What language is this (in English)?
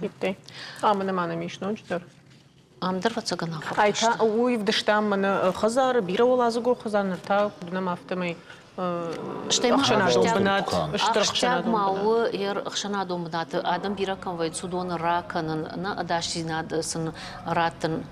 Ossetic